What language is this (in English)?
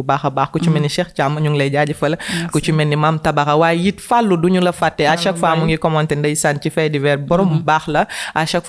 Wolof